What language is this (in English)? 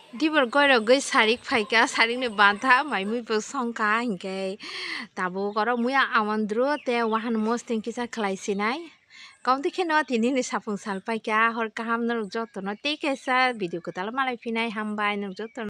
Kok Borok